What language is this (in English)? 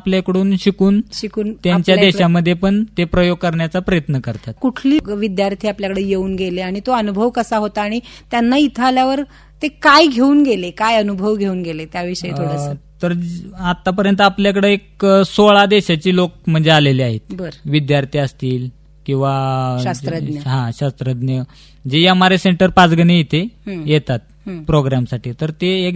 Marathi